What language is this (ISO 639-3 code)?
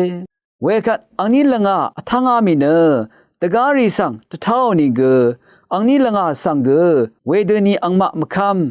raw